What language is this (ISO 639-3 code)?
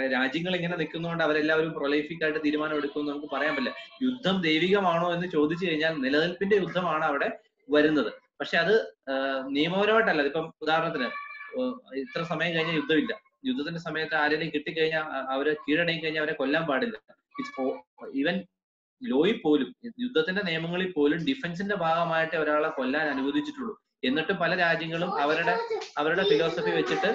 mal